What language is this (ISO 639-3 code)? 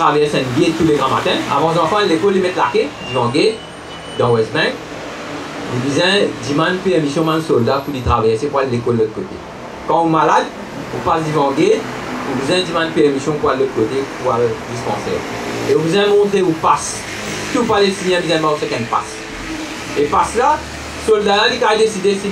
mfe